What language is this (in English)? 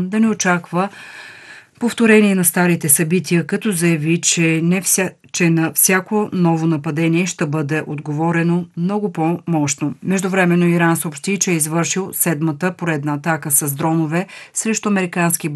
Bulgarian